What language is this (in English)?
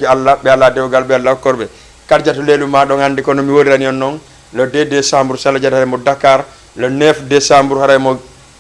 Fula